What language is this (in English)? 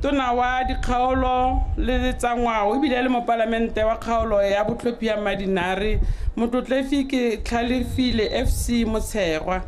Tswana